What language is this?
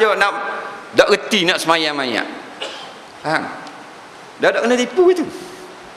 Malay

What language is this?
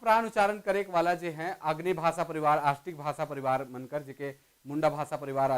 Sadri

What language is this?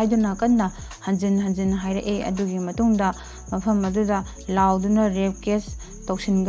Manipuri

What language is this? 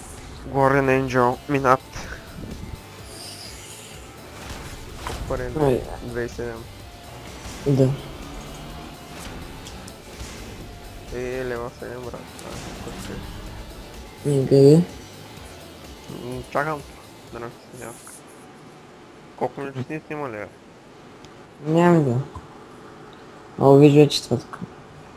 Bulgarian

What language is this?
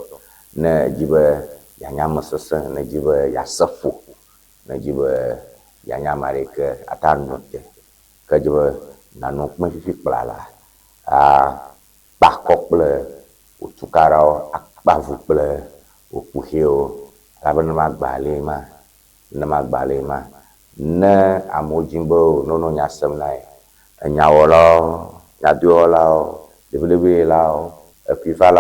Ewe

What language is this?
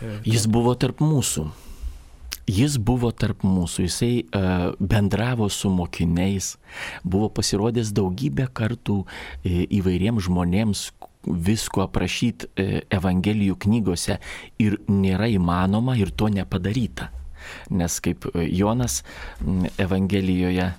Lithuanian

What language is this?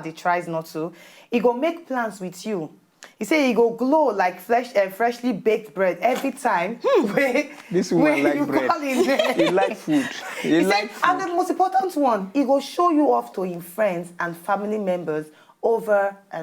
Nigerian Pidgin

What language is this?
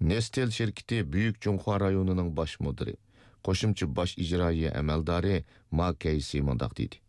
Uyghur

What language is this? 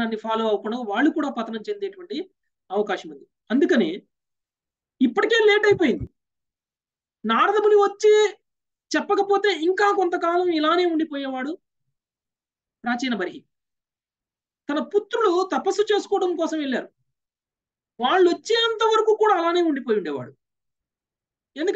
Telugu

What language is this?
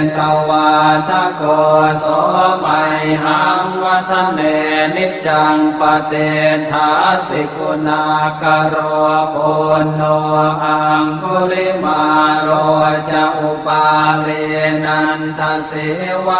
Pali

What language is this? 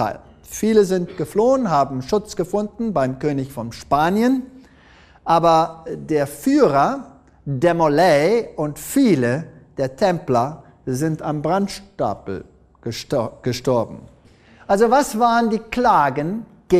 German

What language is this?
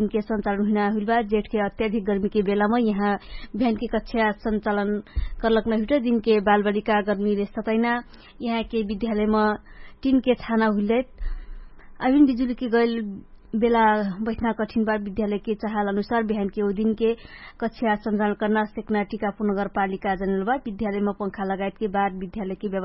Dangaura Tharu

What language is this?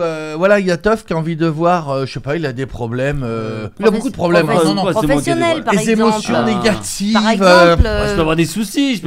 French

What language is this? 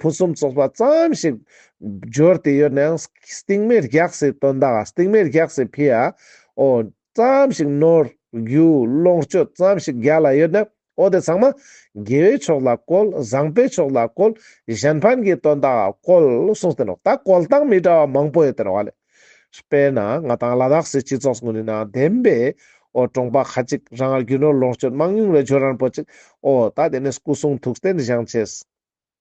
Ladakhi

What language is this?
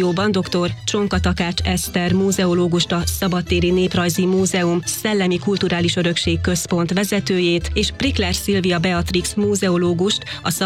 Hungarian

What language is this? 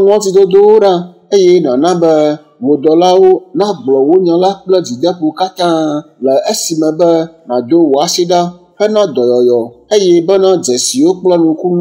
Ewe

